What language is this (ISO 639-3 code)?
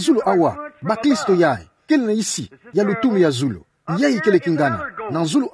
ktu